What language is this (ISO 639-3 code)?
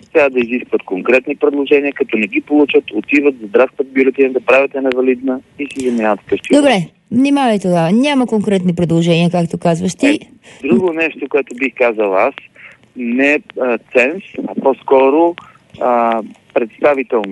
bul